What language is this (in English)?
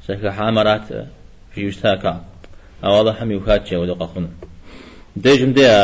Kabardian